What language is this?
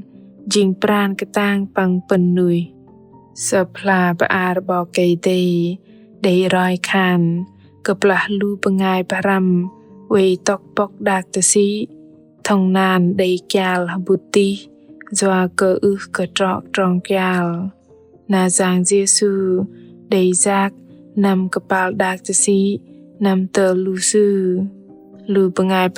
Bahnar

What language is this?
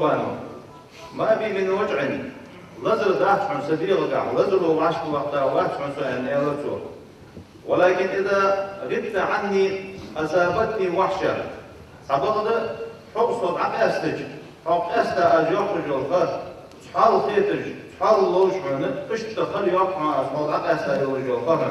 Ingush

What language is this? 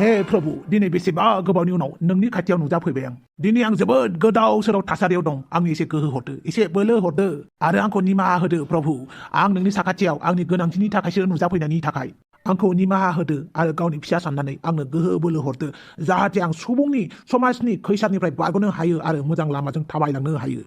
Bodo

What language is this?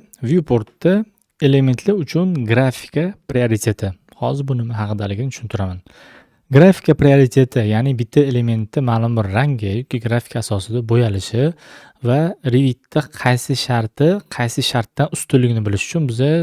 Uzbek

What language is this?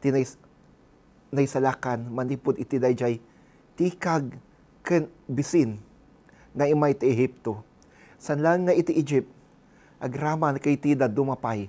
Iloko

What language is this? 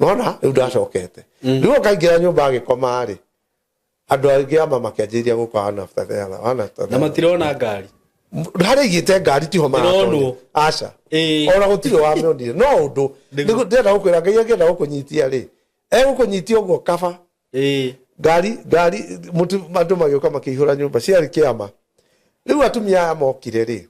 Kikuyu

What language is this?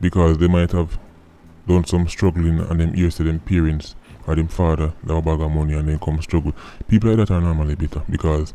Jamaican Creole English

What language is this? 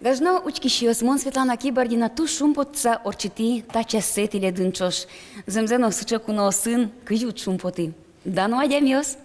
Udmurt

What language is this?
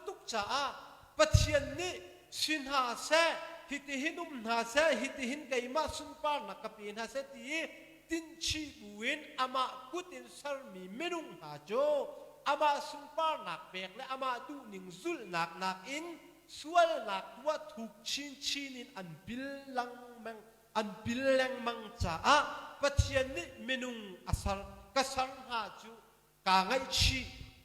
Hakha Chin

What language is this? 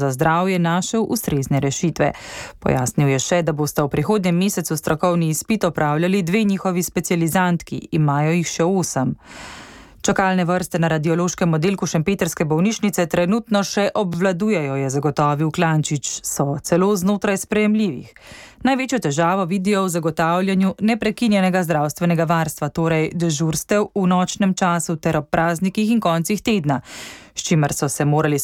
Slovenian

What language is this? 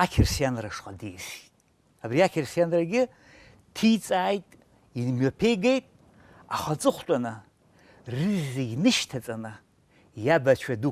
Abkhazian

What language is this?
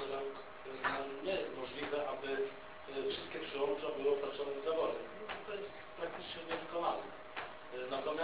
Polish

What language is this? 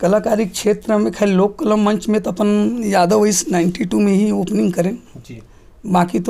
Chhattisgarhi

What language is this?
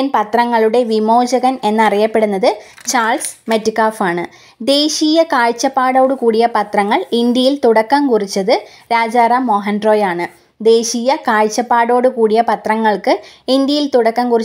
Malayalam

